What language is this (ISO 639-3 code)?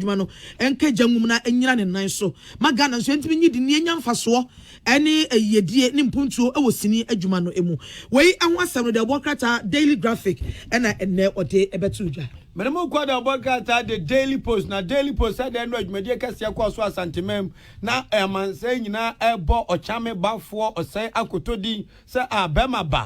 aka